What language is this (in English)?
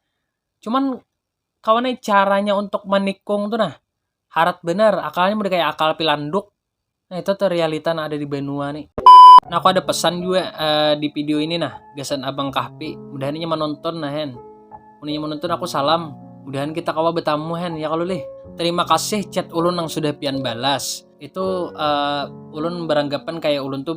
Banjar